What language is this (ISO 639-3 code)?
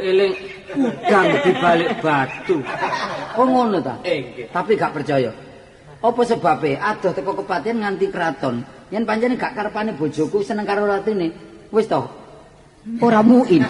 jav